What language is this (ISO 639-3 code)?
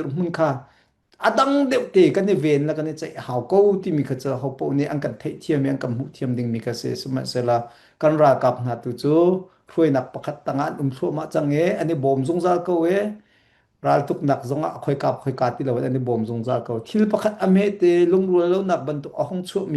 cnh